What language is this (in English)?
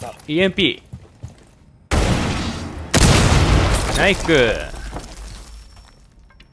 Japanese